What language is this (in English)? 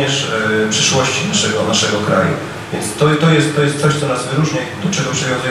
Polish